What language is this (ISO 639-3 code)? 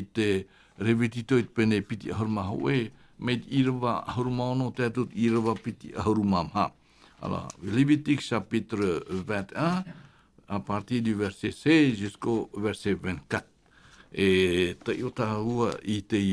tah